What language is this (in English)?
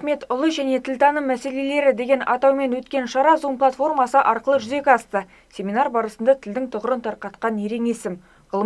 Kazakh